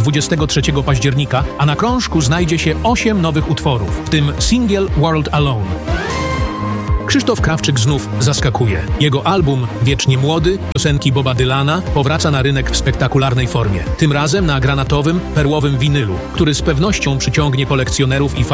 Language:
Polish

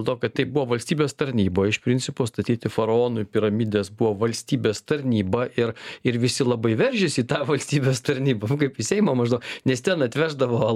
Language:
Lithuanian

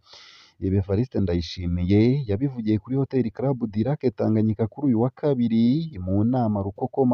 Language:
Rundi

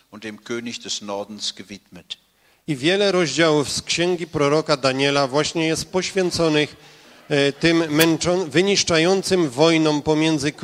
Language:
Polish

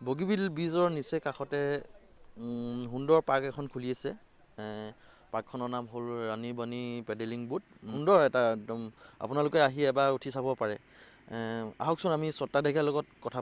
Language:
Assamese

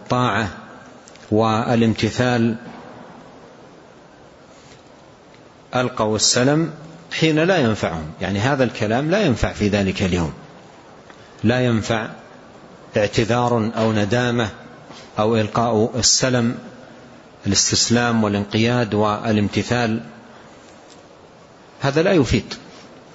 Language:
Arabic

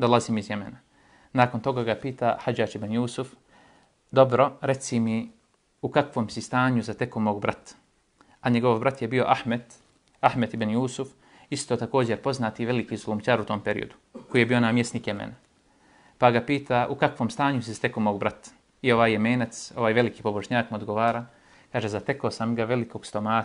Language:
Bosnian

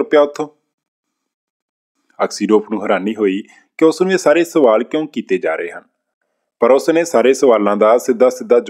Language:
Punjabi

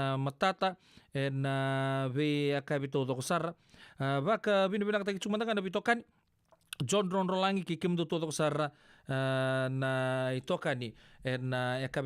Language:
Fijian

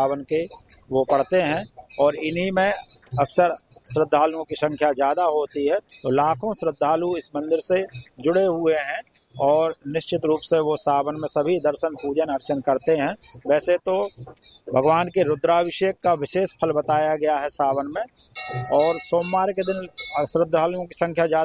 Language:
Hindi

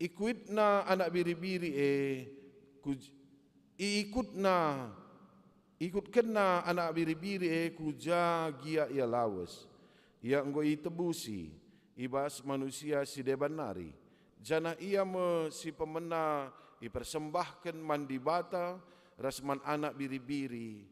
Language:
Batak Karo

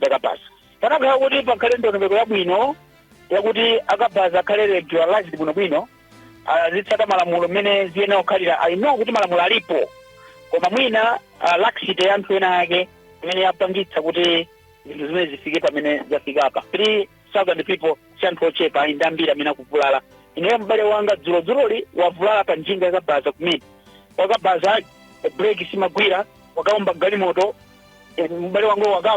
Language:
Nyanja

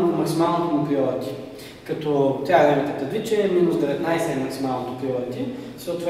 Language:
Bulgarian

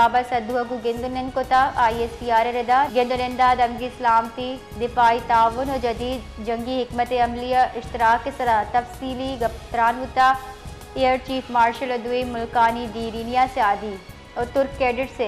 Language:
Baluchi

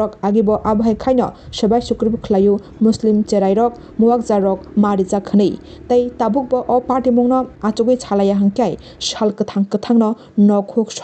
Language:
Kok Borok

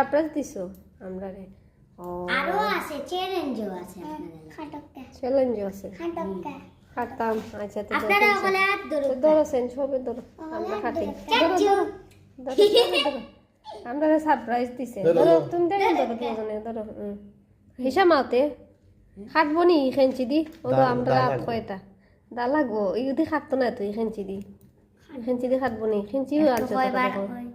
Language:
Sylheti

